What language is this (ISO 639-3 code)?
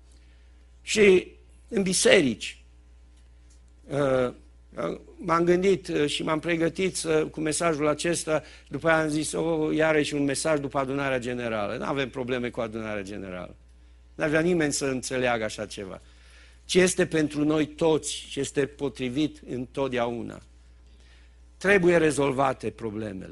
ron